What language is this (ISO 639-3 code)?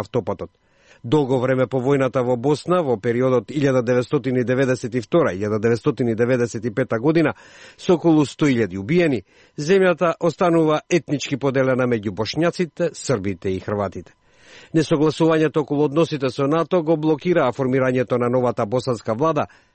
mkd